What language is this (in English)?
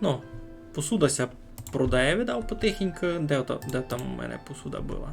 Rusyn